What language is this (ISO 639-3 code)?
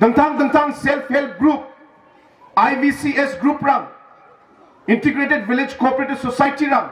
grt